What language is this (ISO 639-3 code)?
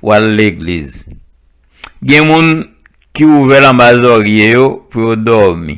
hat